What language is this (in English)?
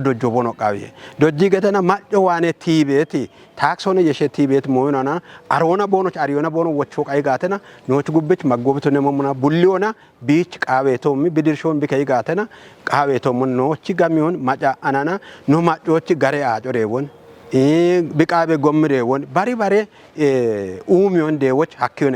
Kafa